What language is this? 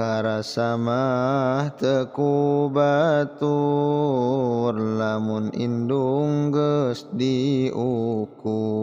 Sundanese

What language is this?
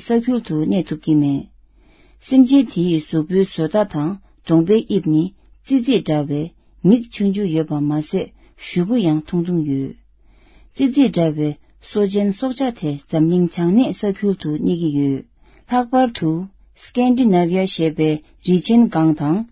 Tibetan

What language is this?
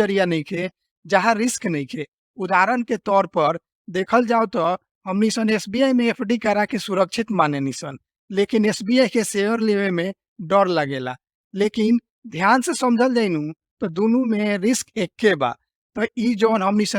Bhojpuri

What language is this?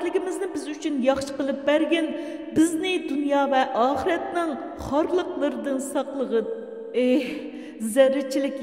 Uyghur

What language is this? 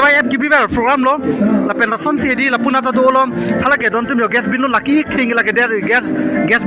Karbi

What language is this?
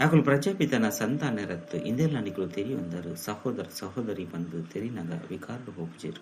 Tulu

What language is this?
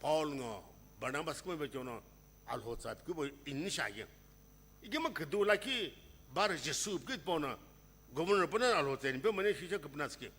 Sumi Naga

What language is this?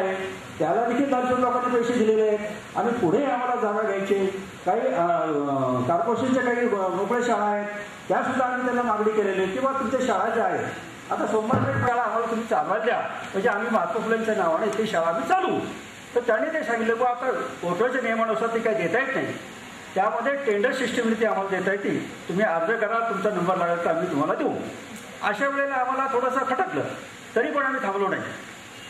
Marathi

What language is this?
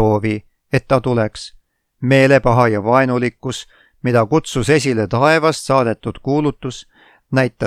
Estonian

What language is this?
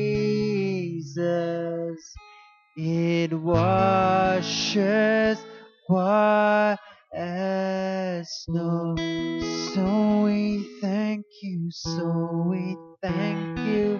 Afrikaans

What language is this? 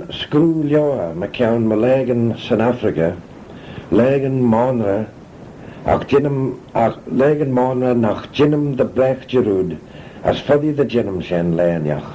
Manx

